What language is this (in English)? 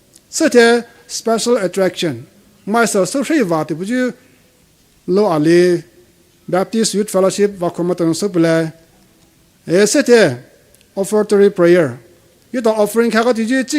Poumei Naga